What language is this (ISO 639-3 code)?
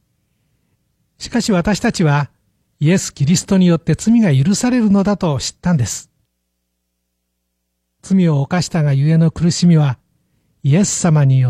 jpn